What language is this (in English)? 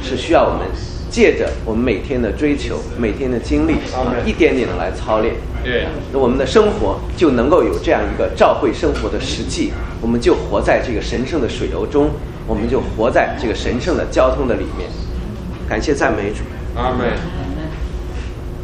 Chinese